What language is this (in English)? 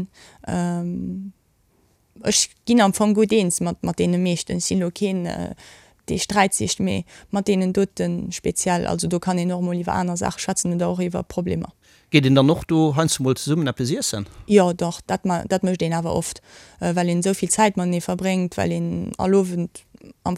Luxembourgish